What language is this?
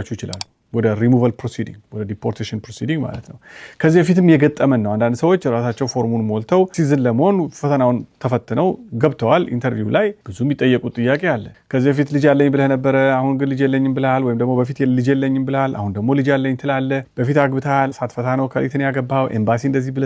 Amharic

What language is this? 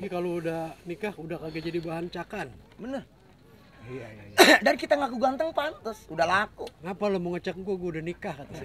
Betawi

